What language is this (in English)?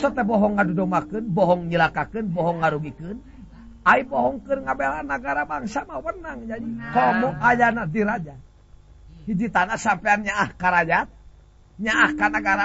Sundanese